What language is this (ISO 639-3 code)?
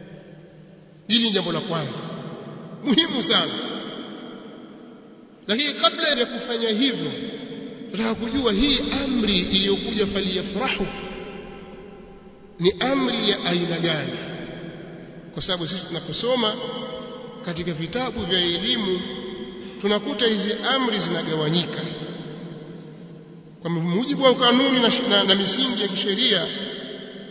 swa